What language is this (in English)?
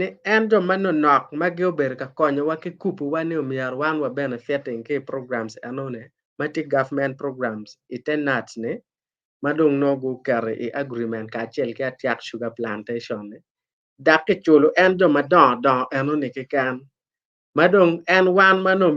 Acoli